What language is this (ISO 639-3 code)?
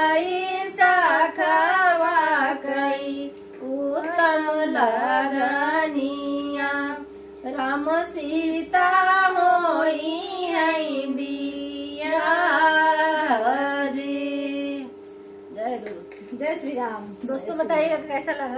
bho